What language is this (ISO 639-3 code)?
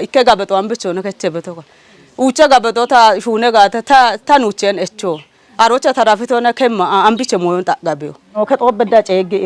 kbr